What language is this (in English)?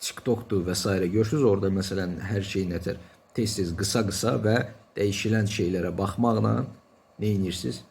Azerbaijani